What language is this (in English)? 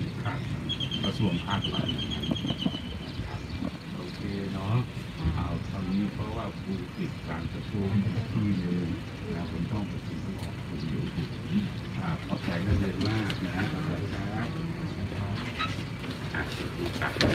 Thai